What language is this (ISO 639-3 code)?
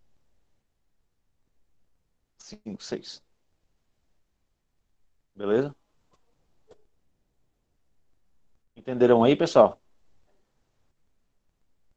por